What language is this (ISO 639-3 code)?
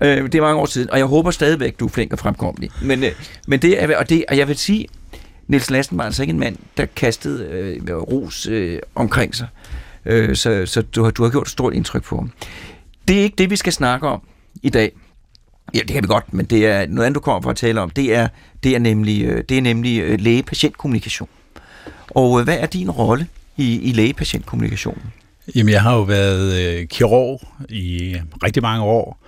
dan